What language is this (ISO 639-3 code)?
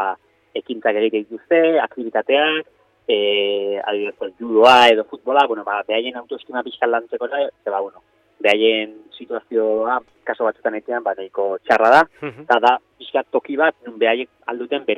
eus